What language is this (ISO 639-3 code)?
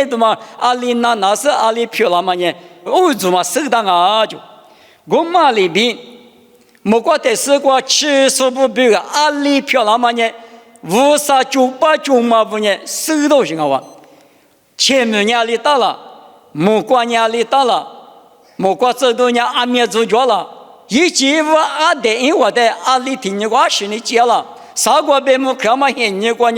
lis